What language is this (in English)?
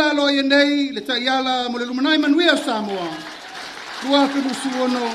Samoan